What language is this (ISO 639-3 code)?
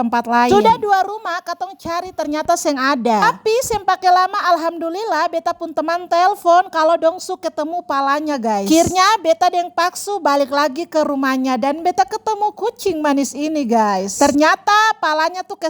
abs